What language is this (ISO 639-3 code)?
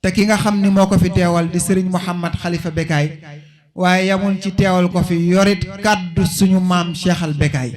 wol